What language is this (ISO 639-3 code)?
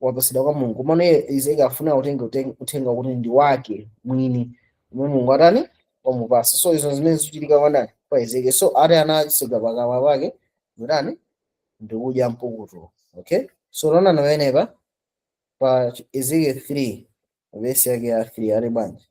nya